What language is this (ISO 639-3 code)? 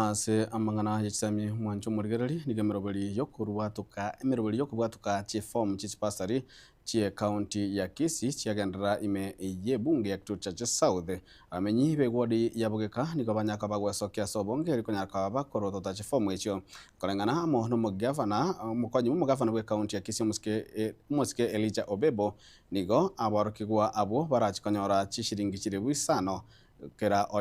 guz